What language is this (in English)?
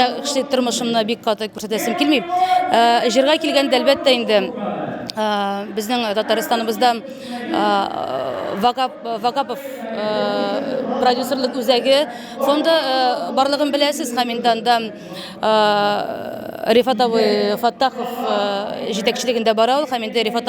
Tatar